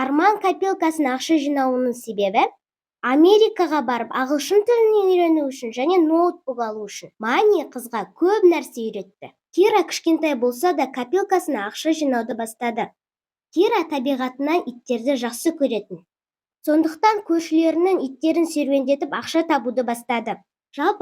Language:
Kazakh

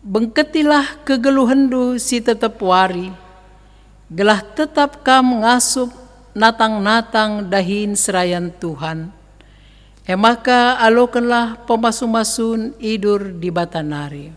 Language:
Batak Karo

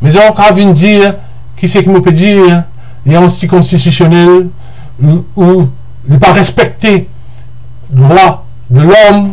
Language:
Morisyen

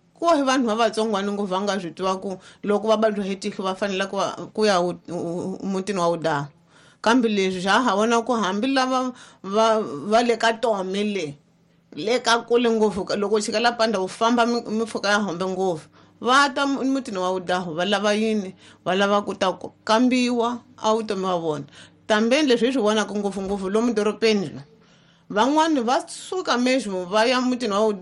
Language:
Tsonga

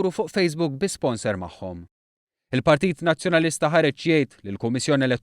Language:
Maltese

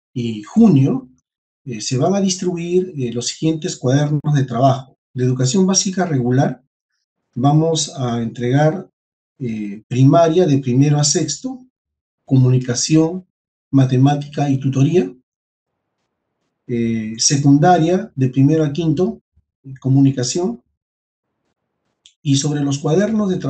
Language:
Spanish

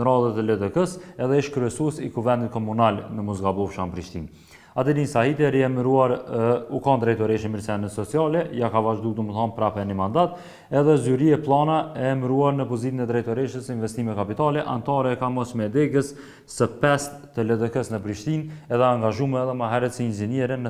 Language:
Albanian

